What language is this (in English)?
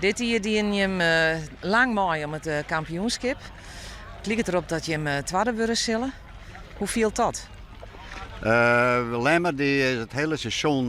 Western Frisian